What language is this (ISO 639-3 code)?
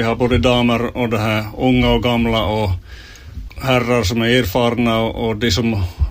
swe